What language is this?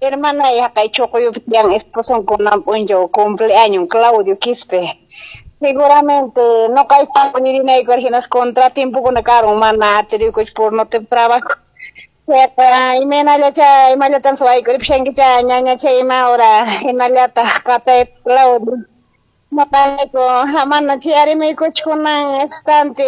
Quechua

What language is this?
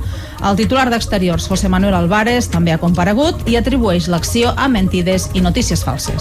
Catalan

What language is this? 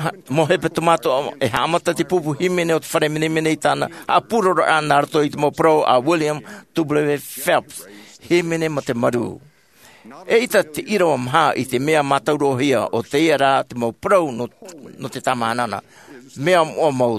Tahitian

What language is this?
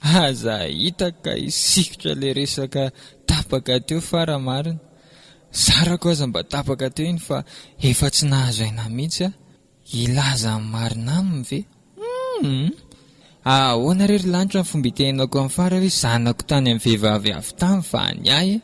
Malagasy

